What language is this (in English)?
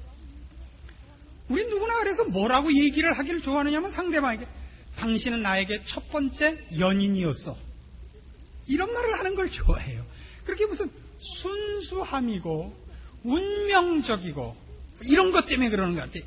Korean